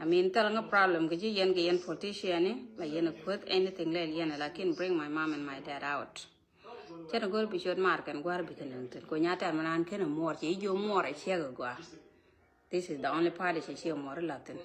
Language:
Nuer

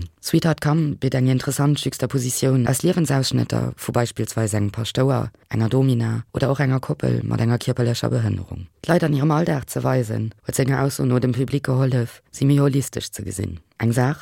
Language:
Luxembourgish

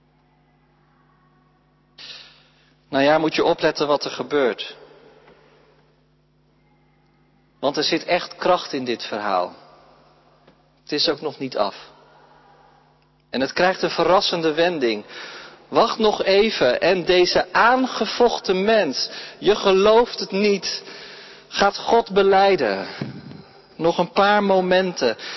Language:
Dutch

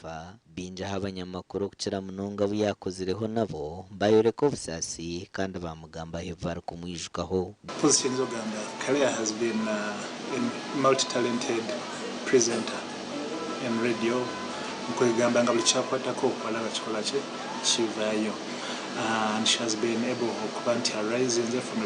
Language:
Nyankole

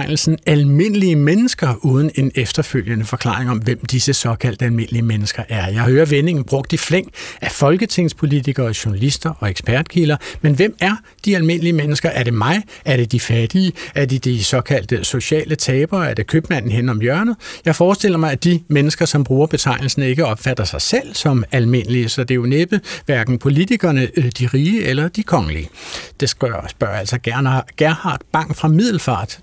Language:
Danish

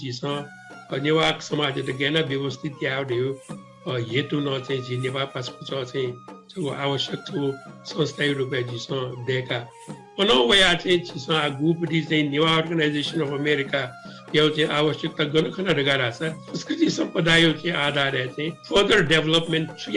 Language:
Newari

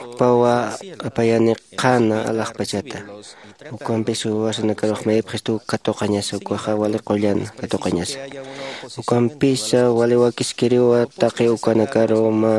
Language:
Aymara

